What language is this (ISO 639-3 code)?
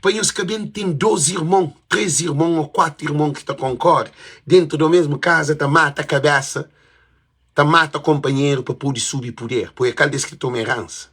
kea